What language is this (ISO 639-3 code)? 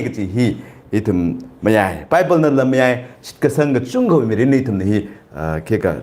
nmf